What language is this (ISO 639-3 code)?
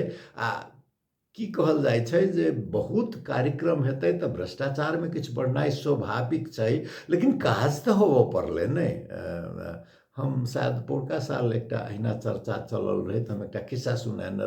mai